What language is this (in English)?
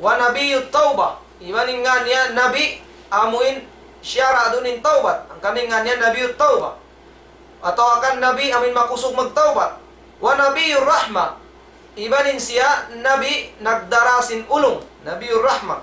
Tausug